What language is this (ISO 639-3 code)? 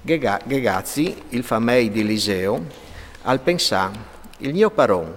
fur